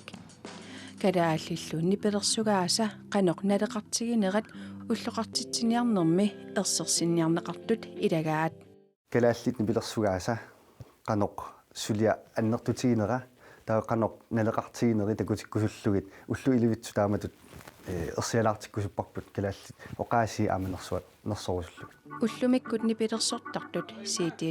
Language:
Kalaallisut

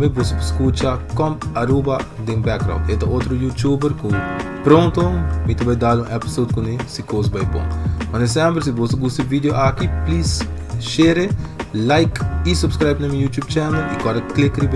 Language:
Papiamento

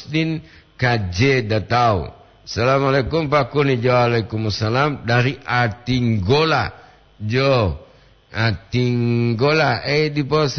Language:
Gorontalo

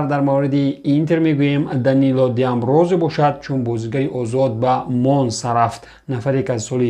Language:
Tajik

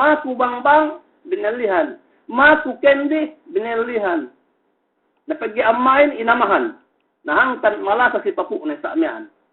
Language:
Yakan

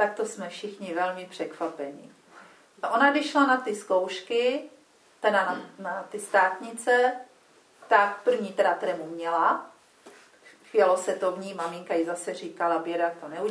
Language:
Czech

